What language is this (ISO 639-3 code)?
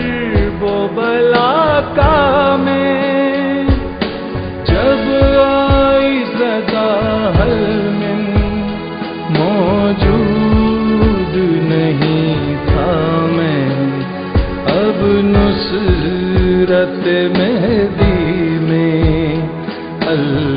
urd